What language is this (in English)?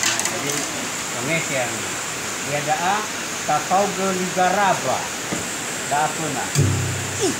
Nias